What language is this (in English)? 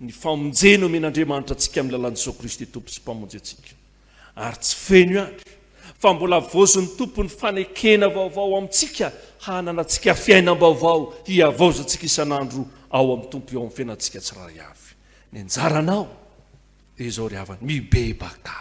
Malagasy